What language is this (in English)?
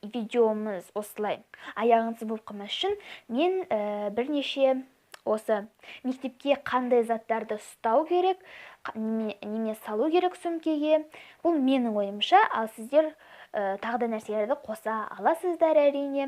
Kazakh